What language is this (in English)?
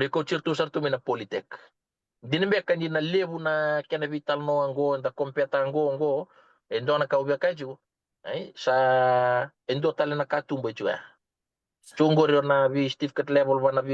Fijian